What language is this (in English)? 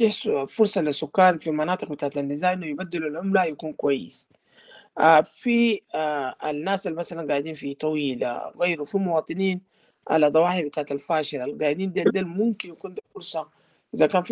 Sudanese Arabic